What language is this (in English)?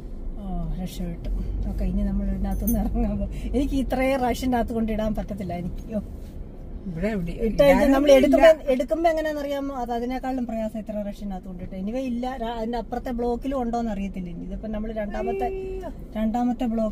Malayalam